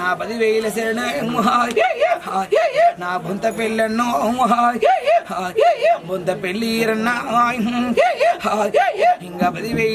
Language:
Telugu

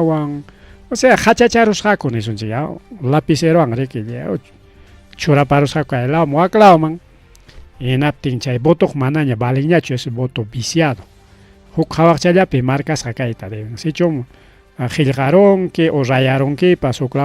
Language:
Ayacucho Quechua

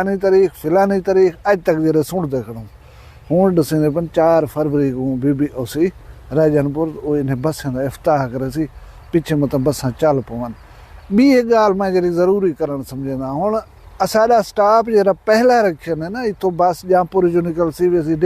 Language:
Saraiki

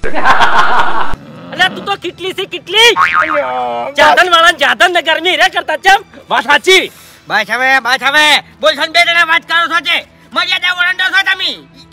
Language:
Gujarati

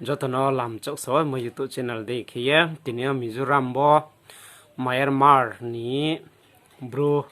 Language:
Riang (India)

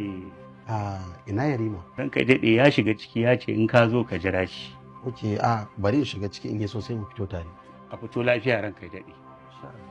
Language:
Hausa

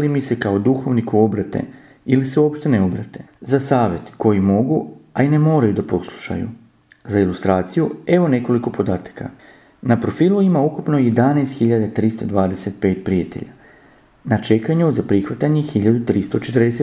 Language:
Serbian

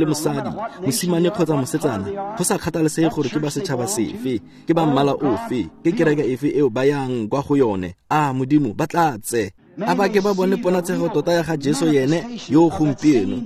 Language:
Tswana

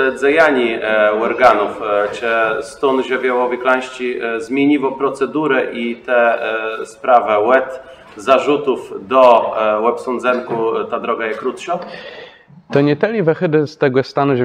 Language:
Kashubian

